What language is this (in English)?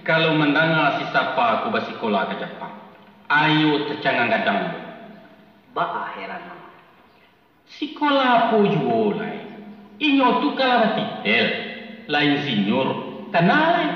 Minangkabau